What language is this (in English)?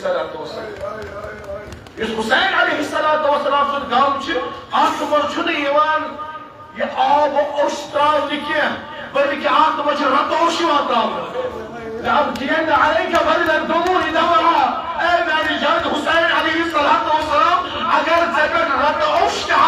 Kashmiri